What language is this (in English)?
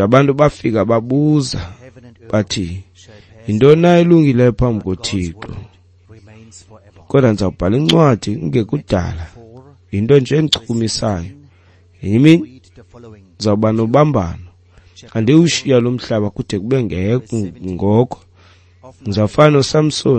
Xhosa